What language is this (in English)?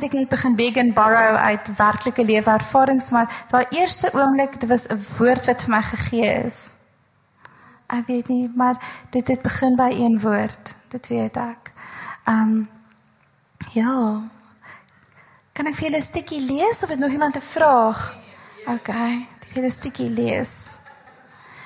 Afrikaans